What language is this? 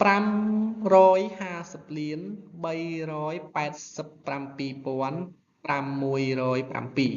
Khmer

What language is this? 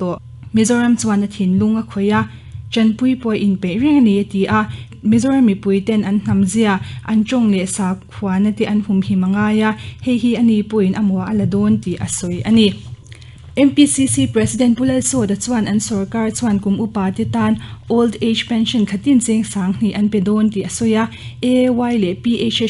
Mizo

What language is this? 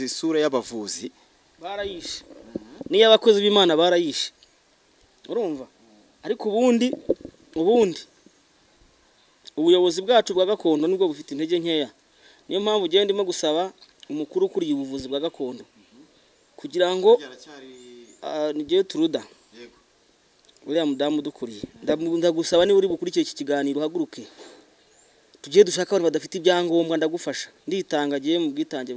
Kinyarwanda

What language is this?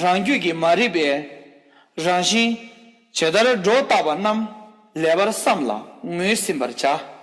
Tibetan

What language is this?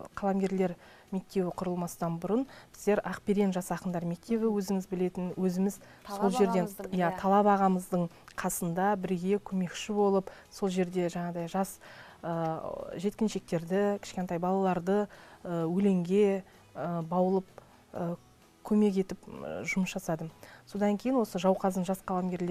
Kazakh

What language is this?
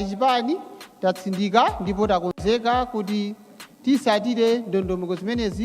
Nyanja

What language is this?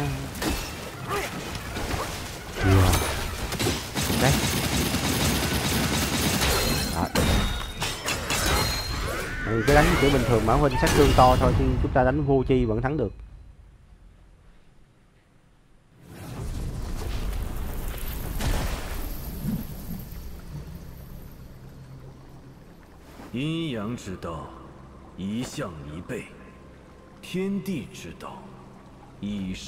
Vietnamese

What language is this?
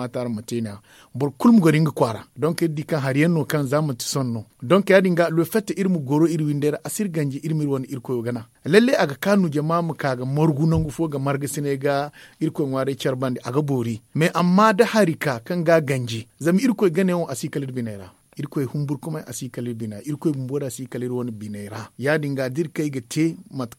Zarma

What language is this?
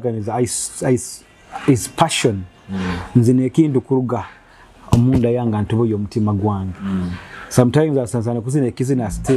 Nyoro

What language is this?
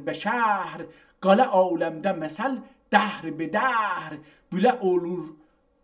South Azerbaijani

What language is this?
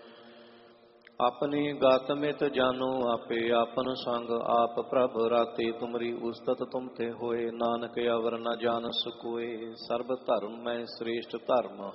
Punjabi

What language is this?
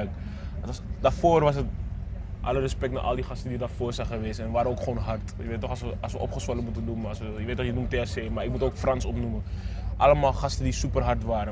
Dutch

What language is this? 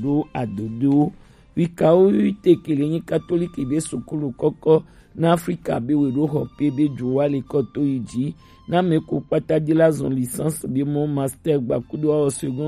Gen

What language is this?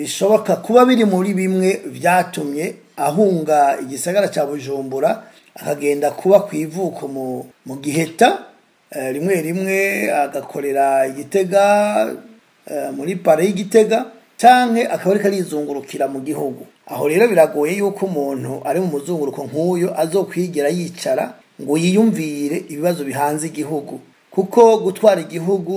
Rundi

